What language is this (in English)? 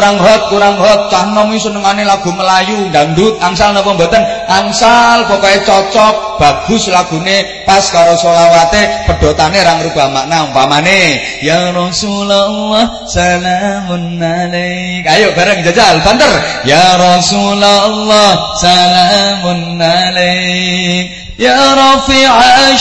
Javanese